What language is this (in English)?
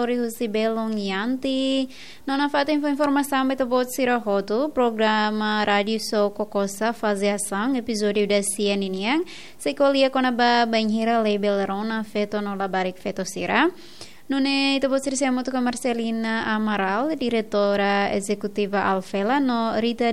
Tetum